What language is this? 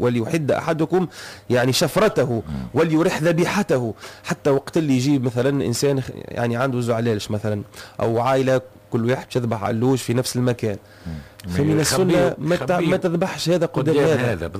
Tunisian Arabic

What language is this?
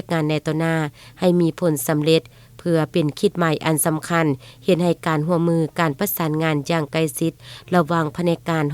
Lao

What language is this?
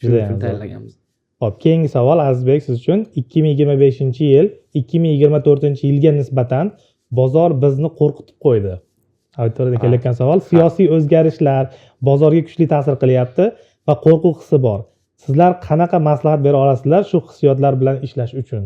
Uzbek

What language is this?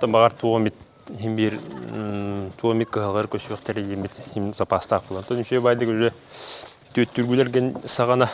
Yakut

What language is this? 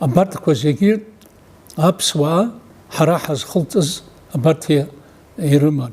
Abkhazian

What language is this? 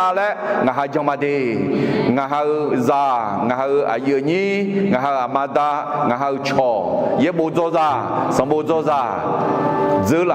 Akha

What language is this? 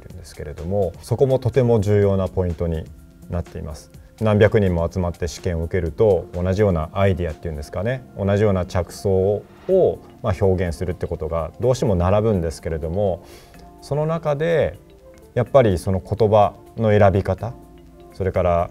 Japanese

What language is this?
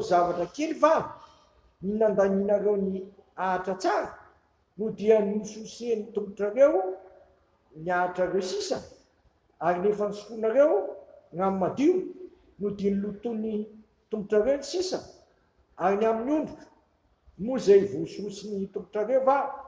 Malagasy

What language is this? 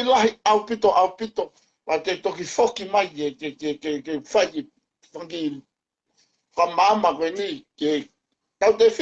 Tongan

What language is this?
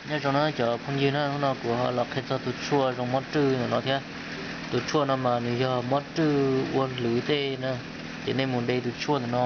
Hmong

